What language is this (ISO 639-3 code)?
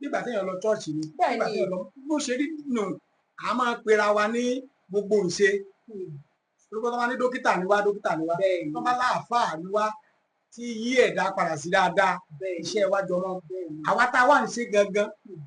yor